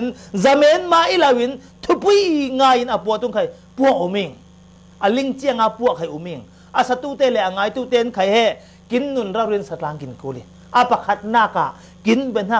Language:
Falam Chin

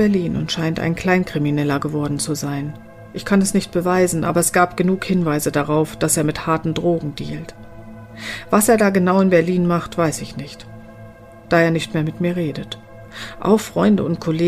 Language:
German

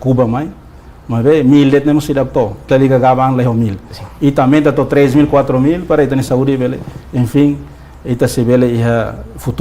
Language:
Tetum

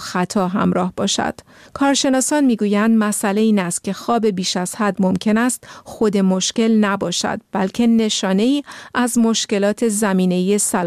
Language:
Persian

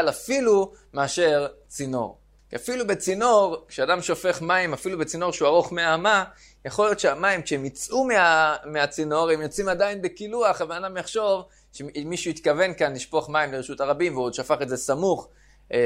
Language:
Hebrew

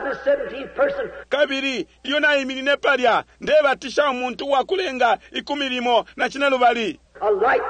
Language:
Bemba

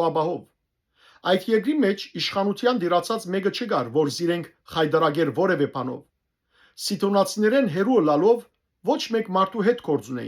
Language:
Western Armenian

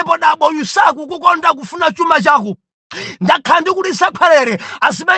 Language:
Nyanja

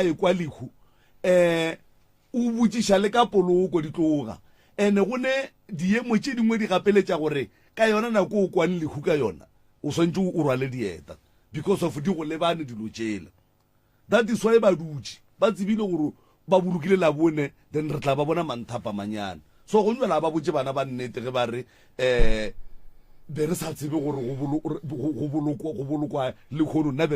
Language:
Northern Sotho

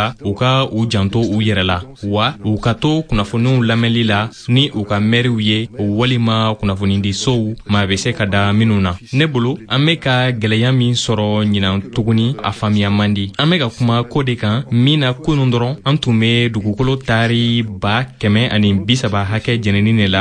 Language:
Bambara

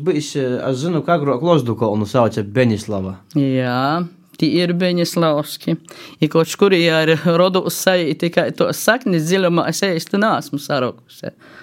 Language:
Latvian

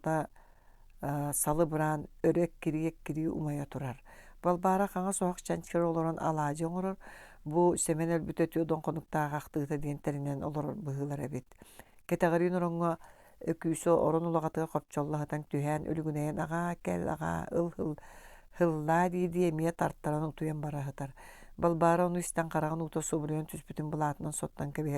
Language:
Yakut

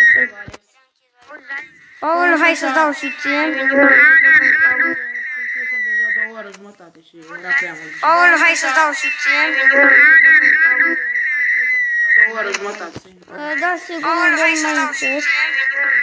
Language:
Romanian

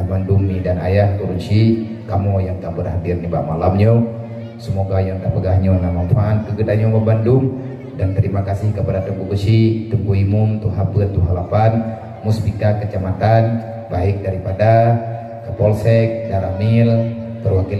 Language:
Achinese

